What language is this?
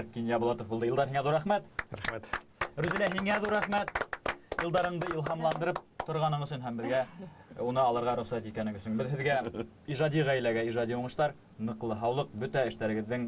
Bashkir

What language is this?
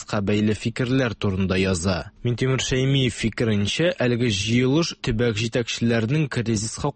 Tatar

